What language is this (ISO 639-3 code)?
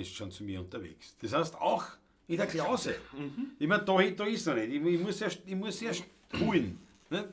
bar